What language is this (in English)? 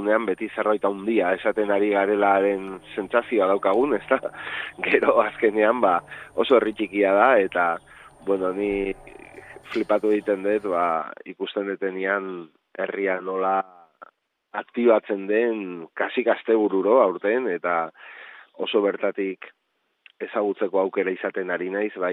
Basque